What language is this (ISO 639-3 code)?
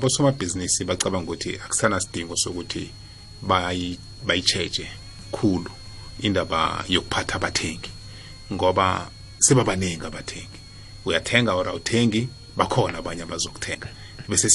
nbl